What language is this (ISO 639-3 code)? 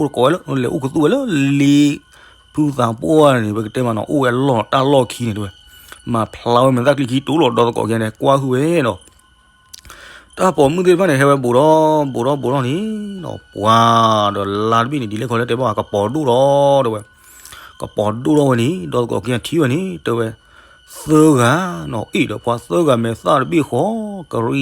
ksw